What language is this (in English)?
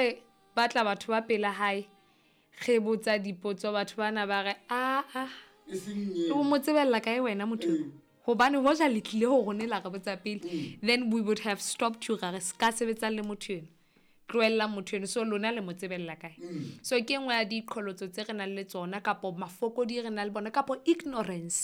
Southern Sotho